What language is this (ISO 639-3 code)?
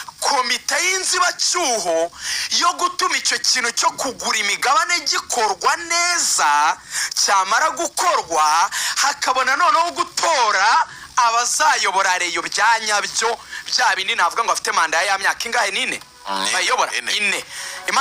kin